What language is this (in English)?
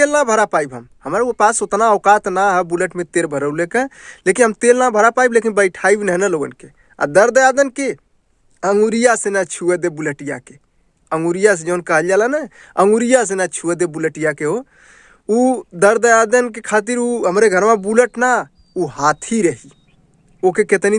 Bhojpuri